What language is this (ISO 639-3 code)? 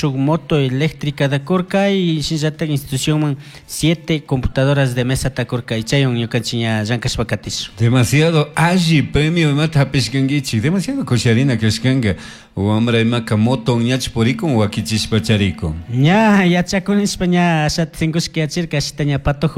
qug